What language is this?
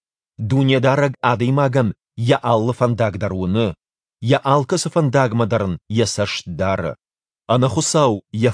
Ossetic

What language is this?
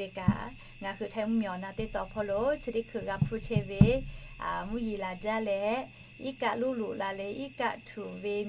Lahu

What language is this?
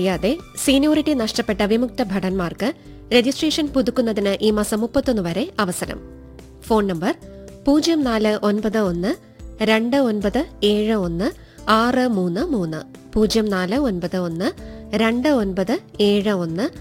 Malayalam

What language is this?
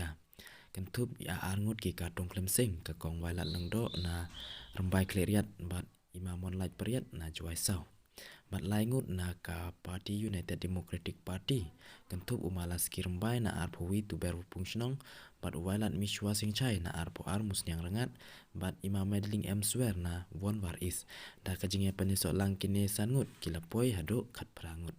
Khasi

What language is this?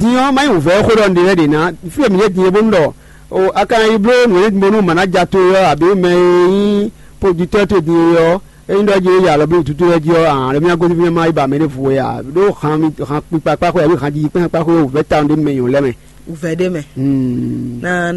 Fon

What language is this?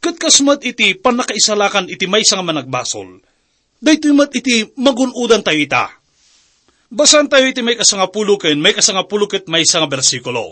Iloko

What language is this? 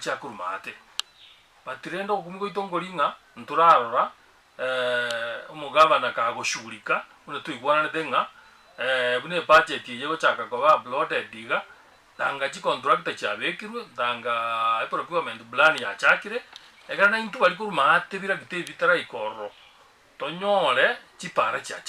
Gusii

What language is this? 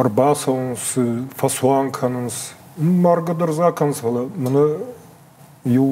Ossetic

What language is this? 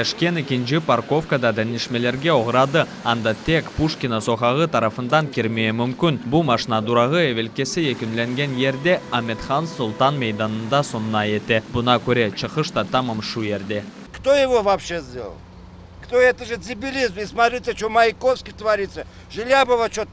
Crimean Tatar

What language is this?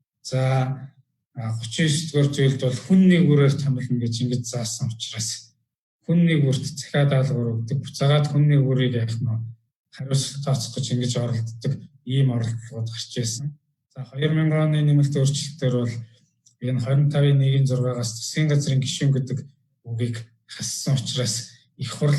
Mongolian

